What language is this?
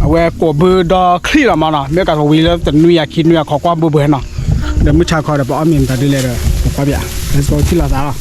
S'gaw Karen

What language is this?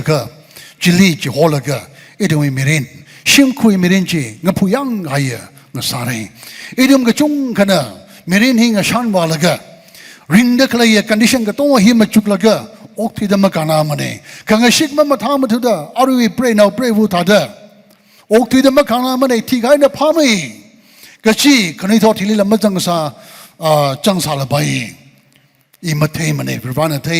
Tangkhul Naga (India)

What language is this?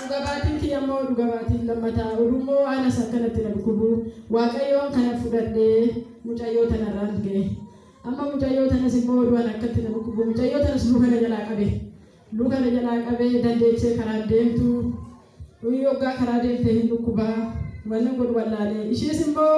Oromo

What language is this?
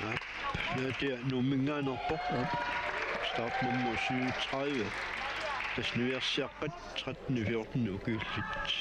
Kalaallisut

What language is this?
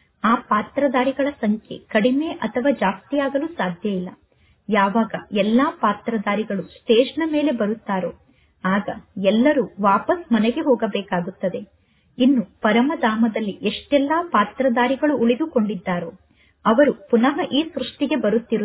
Kannada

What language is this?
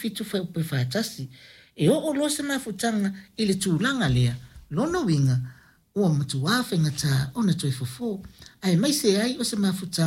Samoan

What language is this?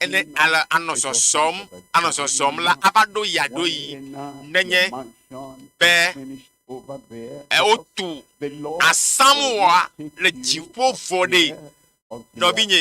Ewe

